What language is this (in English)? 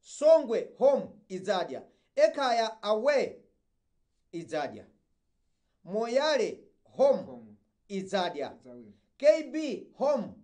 Nyanja